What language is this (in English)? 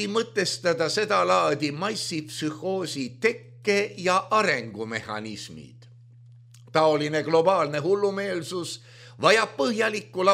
Estonian